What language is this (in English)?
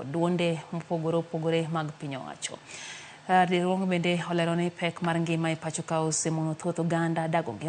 Luo (Kenya and Tanzania)